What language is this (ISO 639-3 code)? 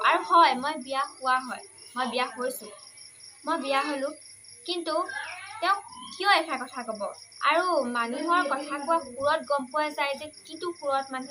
asm